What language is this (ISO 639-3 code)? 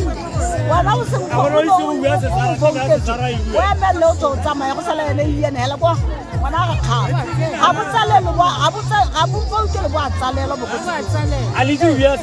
tsn